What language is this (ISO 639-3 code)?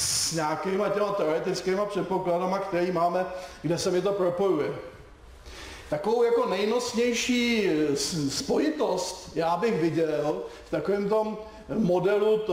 ces